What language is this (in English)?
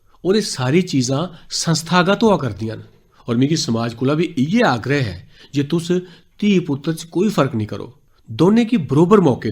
Dogri